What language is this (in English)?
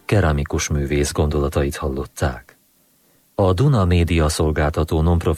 Hungarian